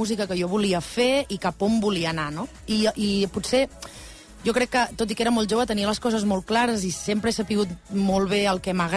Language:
Catalan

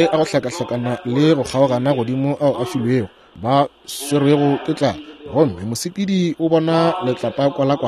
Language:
Northern Sotho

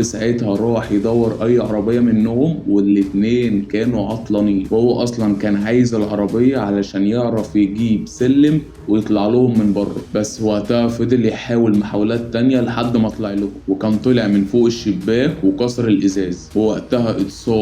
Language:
Egyptian Arabic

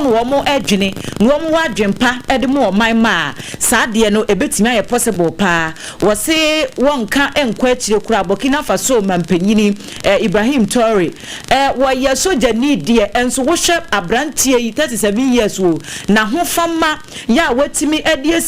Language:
Akan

